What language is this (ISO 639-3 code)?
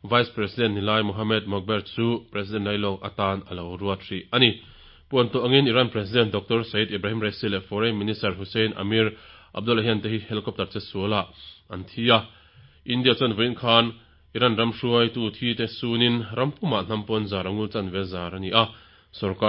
lus